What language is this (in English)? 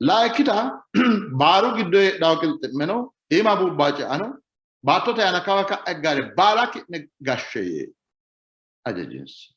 Sidamo